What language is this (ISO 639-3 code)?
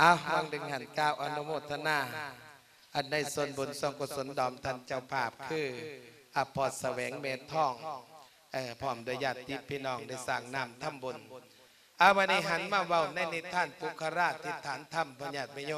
lao